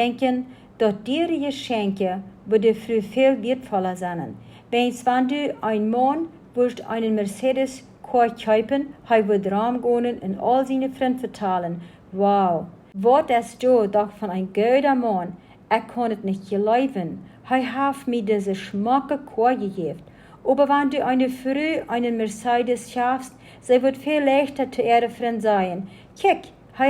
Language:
Plautdietsch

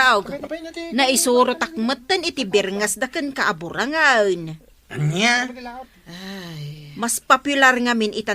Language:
Iloko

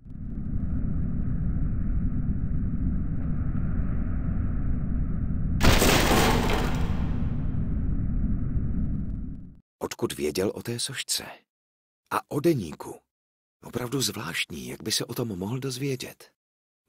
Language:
Czech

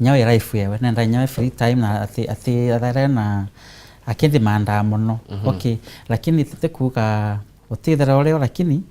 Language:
Meru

